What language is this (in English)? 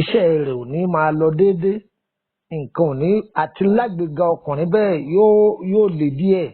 Yoruba